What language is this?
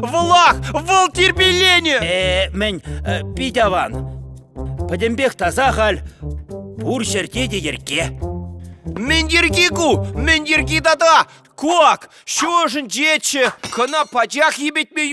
Chuvash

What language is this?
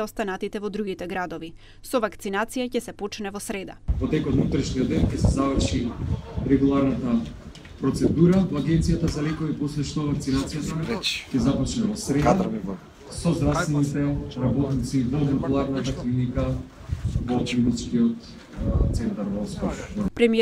Macedonian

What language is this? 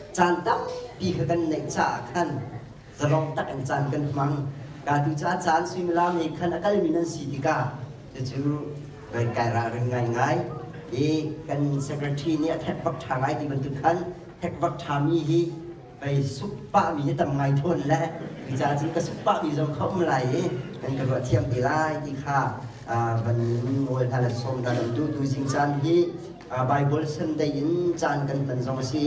Hakha Chin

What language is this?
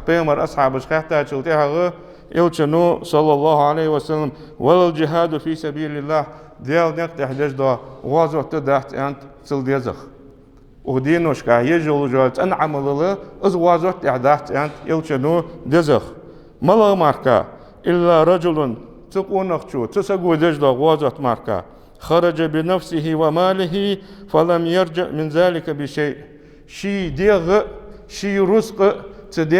Ingush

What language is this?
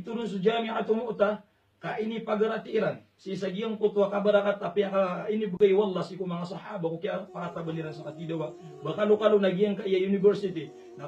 Maranao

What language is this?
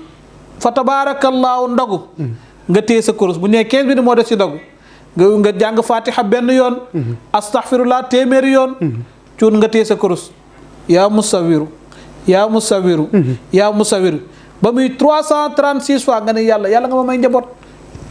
Wolof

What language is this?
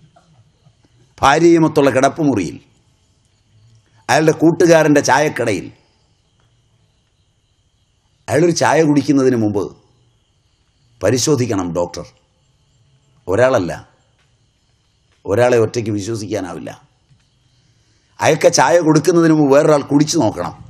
Malayalam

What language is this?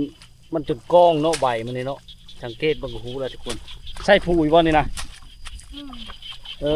Lao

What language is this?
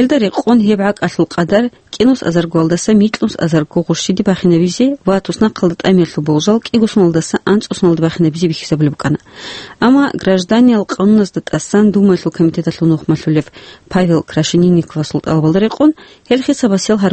Avaric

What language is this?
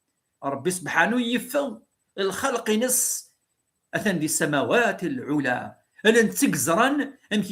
Kabyle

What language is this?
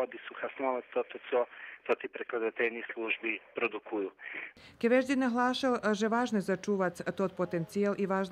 Rusyn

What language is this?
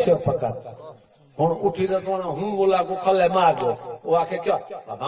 Saraiki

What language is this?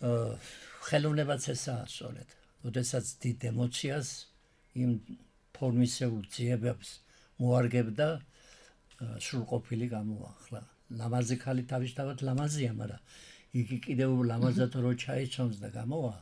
Georgian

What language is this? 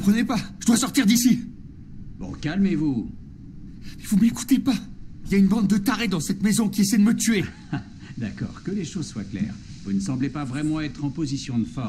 French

